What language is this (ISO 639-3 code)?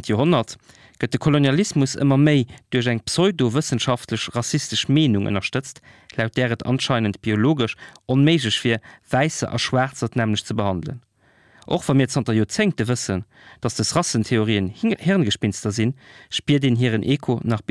ltz